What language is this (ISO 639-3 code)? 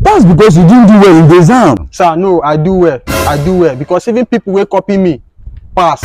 pcm